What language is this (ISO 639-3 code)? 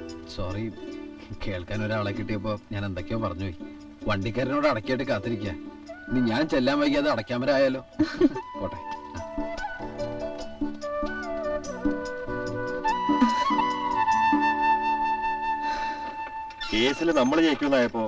mal